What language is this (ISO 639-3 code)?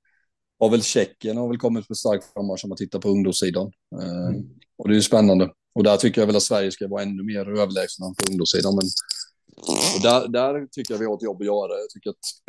swe